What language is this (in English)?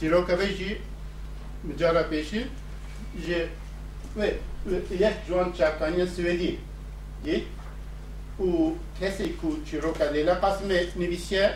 Kurdish